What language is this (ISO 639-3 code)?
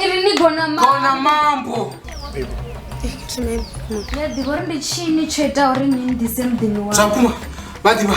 ven